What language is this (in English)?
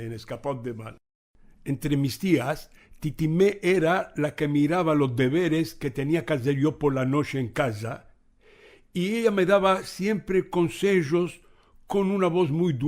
Ladino